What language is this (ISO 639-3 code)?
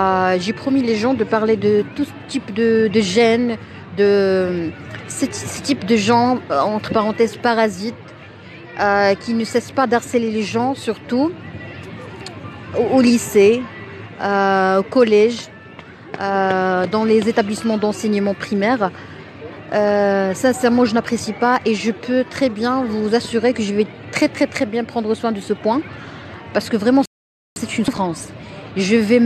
fra